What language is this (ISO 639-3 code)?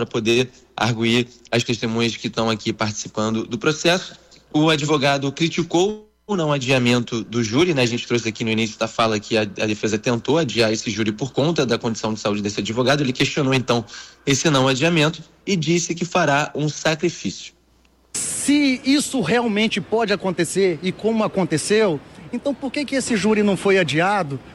por